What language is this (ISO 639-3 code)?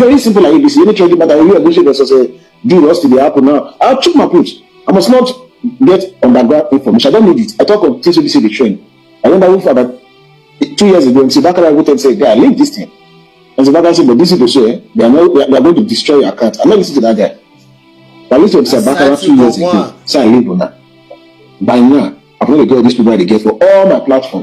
pcm